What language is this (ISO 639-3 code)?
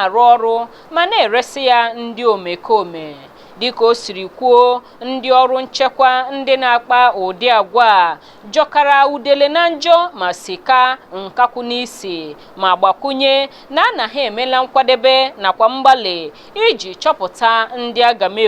ibo